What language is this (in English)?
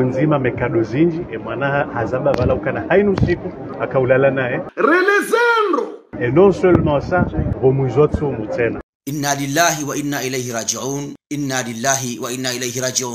Ngazidja Comorian